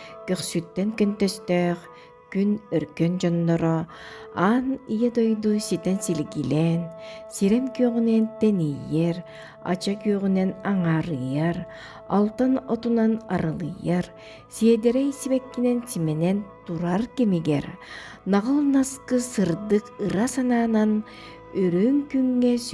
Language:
Yakut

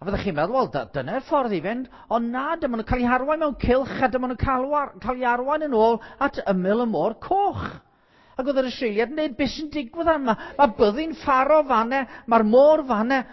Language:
Welsh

